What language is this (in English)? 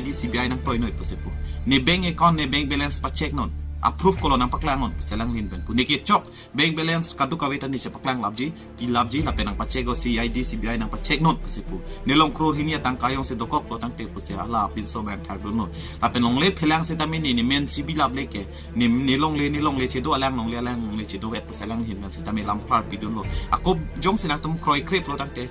Karbi